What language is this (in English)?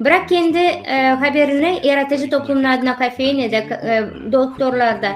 Gagauz